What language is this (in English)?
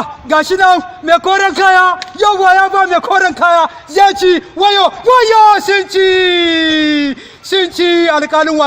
Hausa